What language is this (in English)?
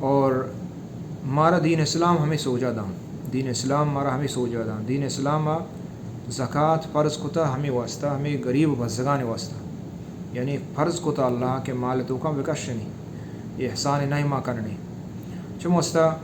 Baluchi